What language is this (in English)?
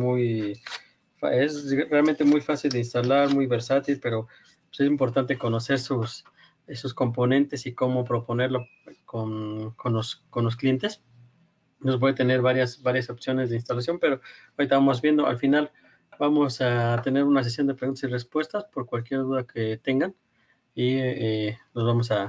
Spanish